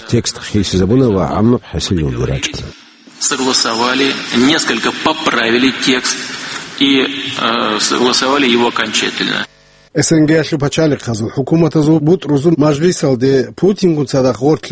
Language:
Avaric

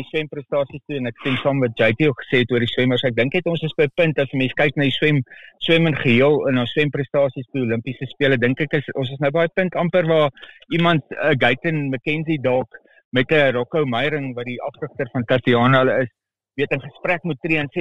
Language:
Afrikaans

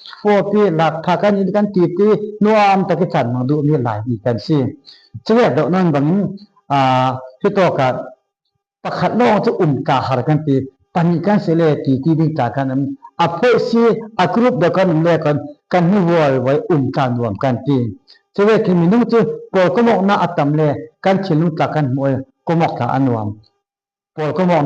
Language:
Falam Chin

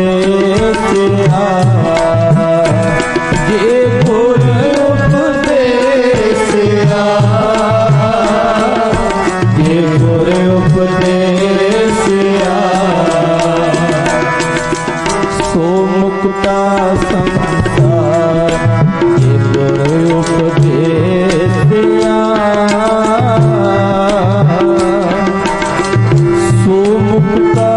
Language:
Punjabi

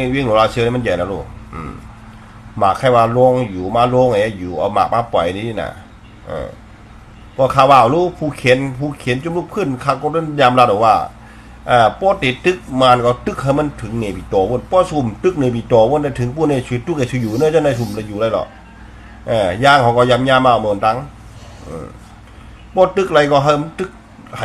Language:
Shan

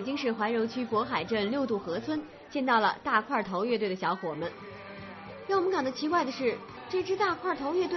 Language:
Chinese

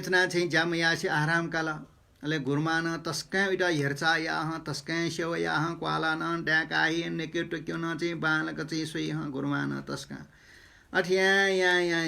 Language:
Newari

